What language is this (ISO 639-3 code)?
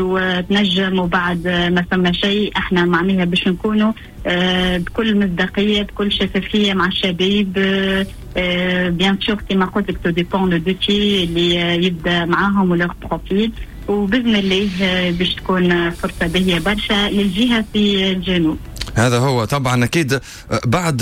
aeb